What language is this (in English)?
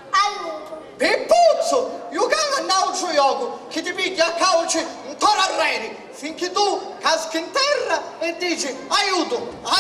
Sicilian